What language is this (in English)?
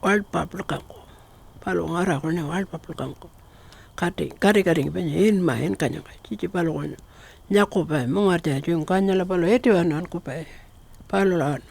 Pitjantjatjara